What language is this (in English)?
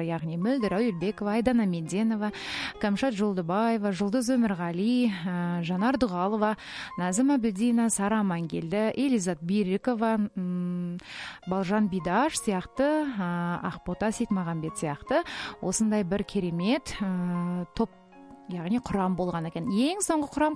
Kazakh